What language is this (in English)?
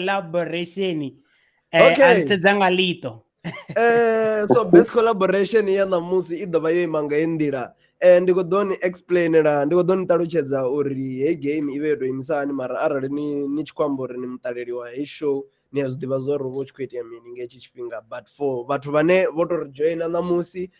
Venda